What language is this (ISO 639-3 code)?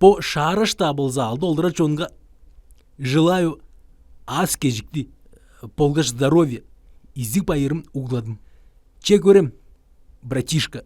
tyv